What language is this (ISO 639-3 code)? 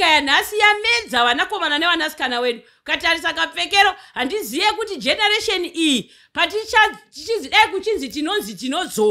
sna